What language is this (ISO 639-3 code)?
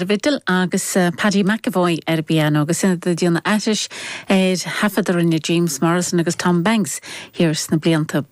gle